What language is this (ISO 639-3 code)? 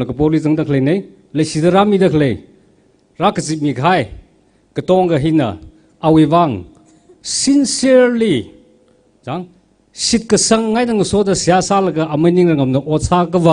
nmf